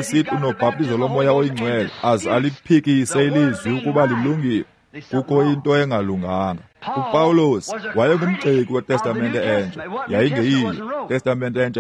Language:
Xhosa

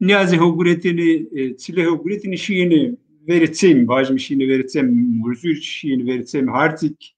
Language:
Zaza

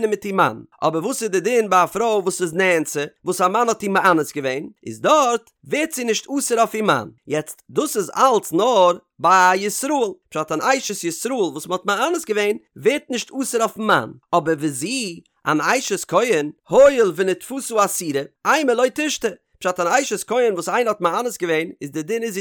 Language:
Yiddish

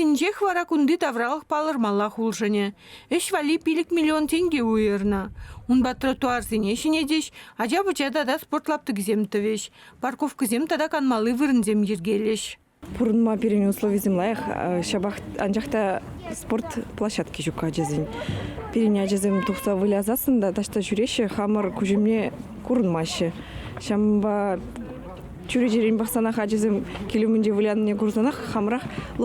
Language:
Chuvash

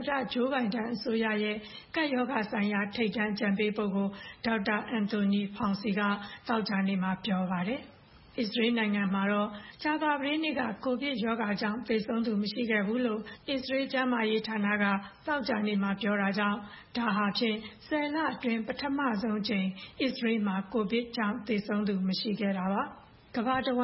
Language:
Burmese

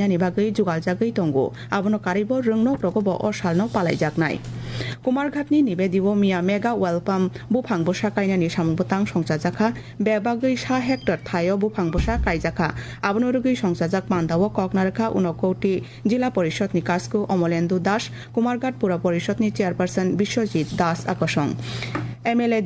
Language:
Kok Borok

